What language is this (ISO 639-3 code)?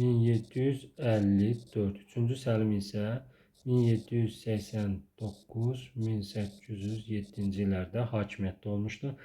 aze